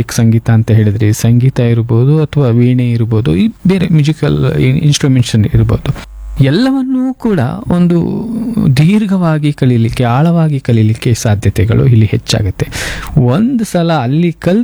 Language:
Kannada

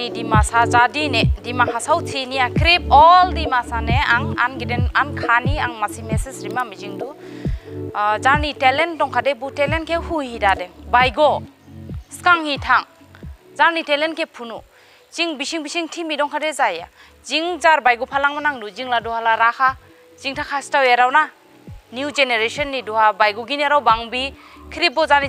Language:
Dimasa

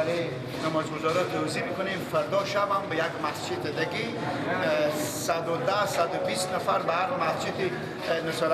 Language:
Persian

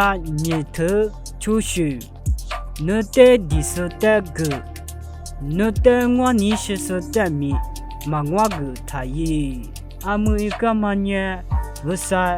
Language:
Lisu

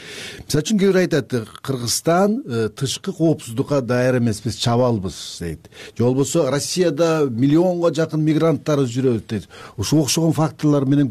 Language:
Kyrgyz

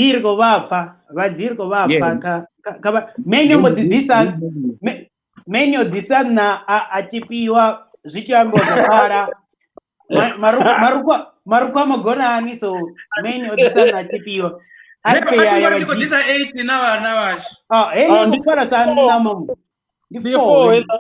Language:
Venda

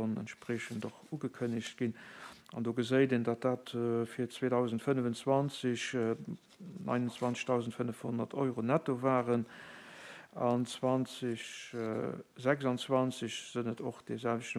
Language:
Luxembourgish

